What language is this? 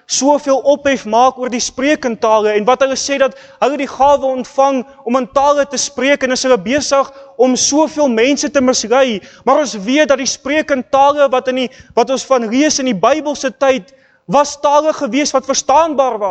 Afrikaans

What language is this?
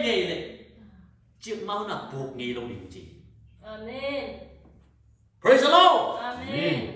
Tedim Chin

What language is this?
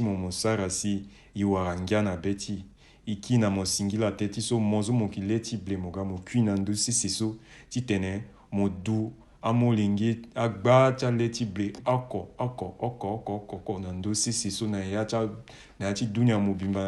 Sango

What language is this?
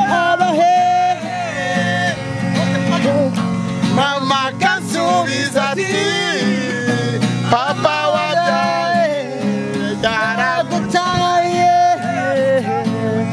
Kinyarwanda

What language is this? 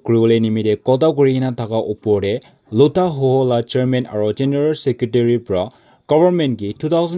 Naga Pidgin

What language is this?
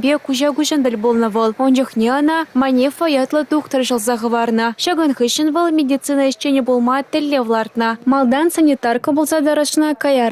Chuvash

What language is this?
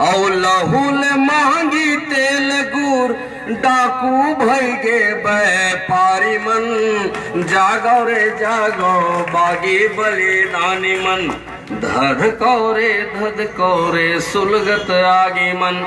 Chhattisgarhi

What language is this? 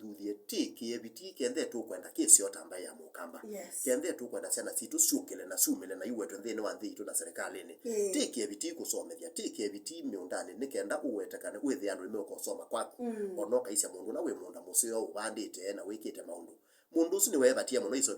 Kamba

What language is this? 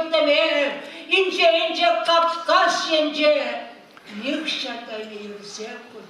Chuvash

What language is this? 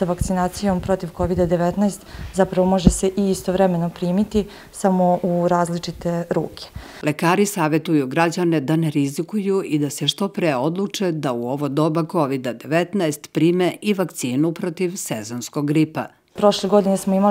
Serbian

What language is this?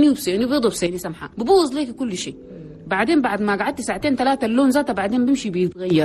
Chadian Arabic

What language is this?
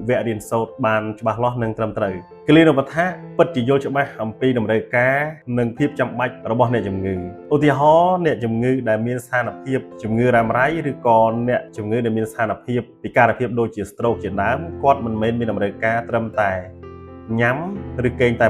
Khmer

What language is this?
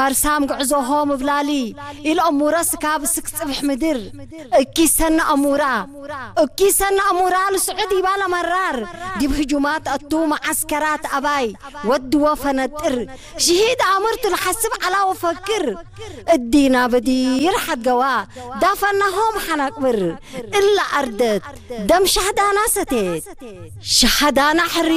Tigre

